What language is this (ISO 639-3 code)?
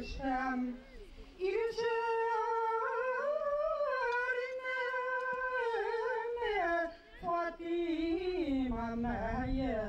bak